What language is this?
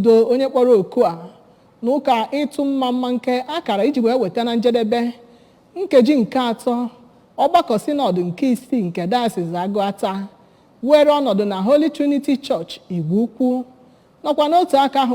Igbo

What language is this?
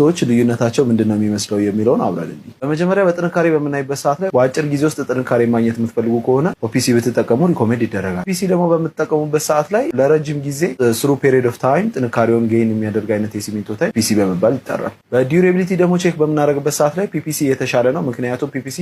Amharic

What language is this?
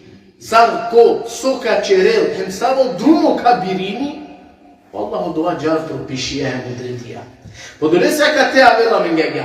Balkan Romani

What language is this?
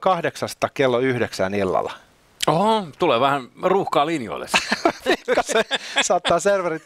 Finnish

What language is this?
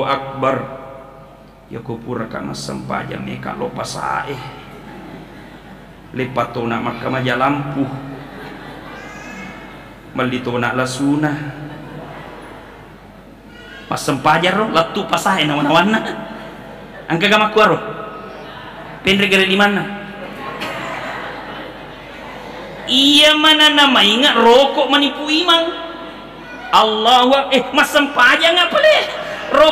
Buginese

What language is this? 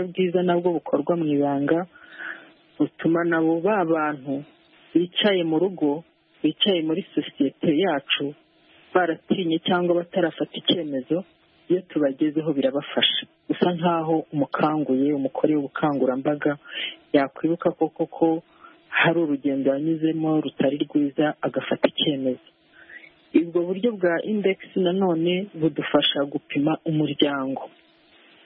Kinyarwanda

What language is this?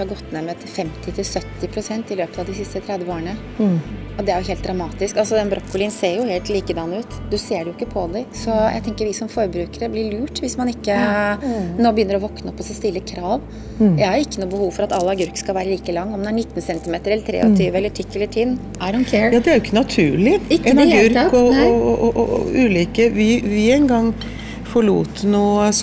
Norwegian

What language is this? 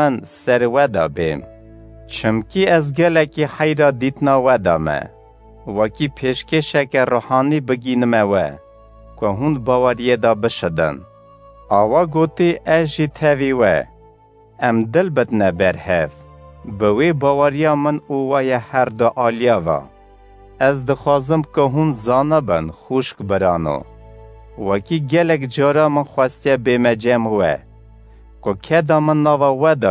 Kurdish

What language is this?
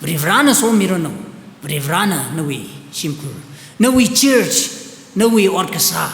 Tangkhul Naga (India)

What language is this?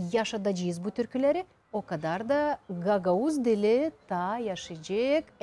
Gagauz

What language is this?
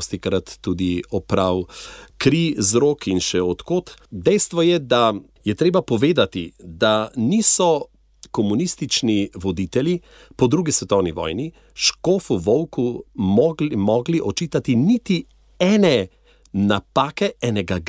Slovenian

